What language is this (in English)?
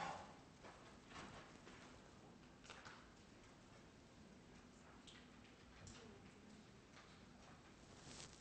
Norwegian